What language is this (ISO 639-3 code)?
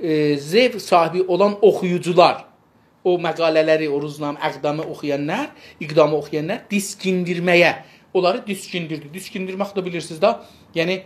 azb